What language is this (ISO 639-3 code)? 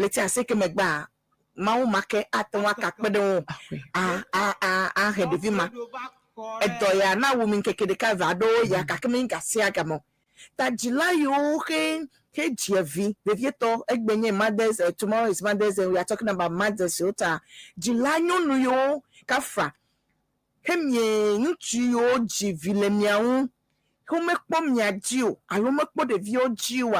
ewe